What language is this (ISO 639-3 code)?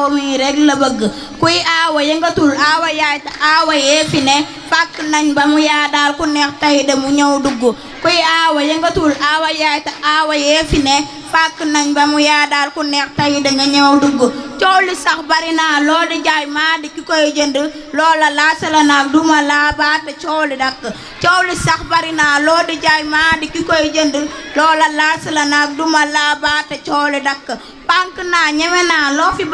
wol